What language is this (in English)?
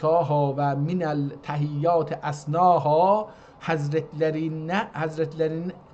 South Azerbaijani